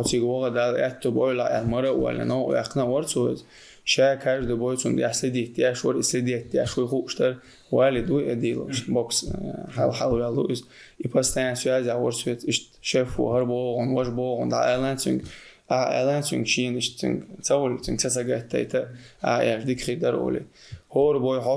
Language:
Chechen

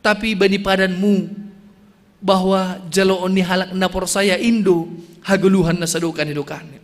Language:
Batak Simalungun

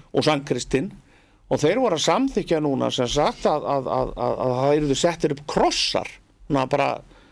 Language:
Icelandic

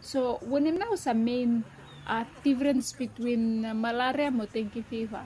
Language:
Bislama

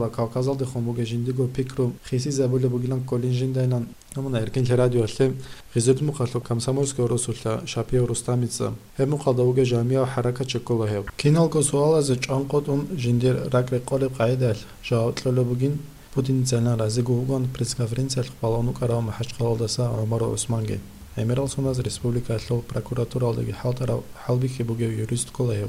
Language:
Avaric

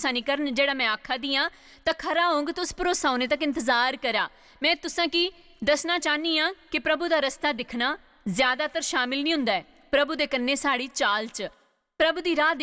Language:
Dogri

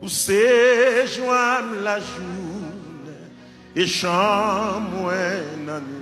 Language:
Haitian Creole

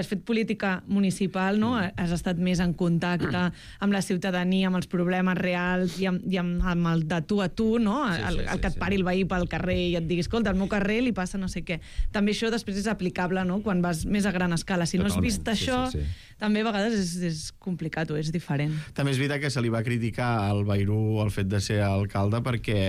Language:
Catalan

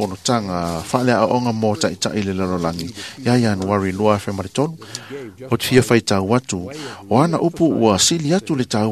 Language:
Samoan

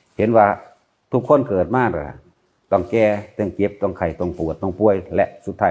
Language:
Lao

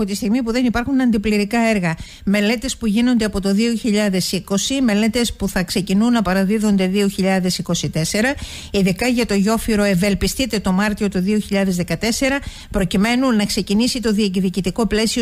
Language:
Greek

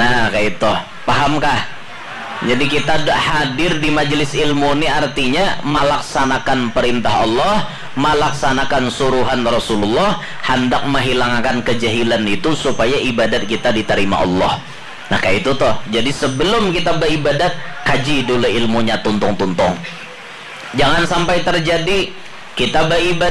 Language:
Banjar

